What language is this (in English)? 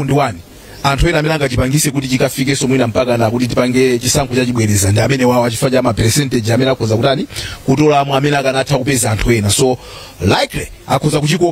Nyanja